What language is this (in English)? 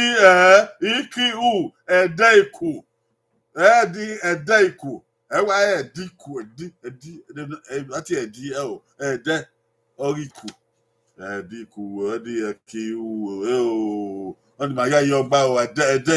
Bini